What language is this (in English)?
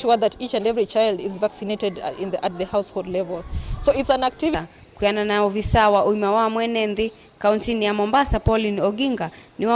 Kamba